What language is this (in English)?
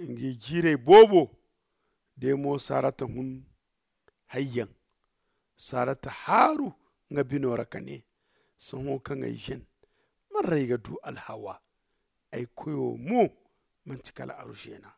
Zarma